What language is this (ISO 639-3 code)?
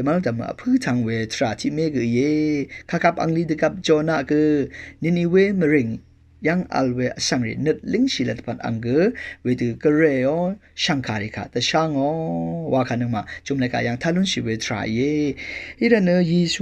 raw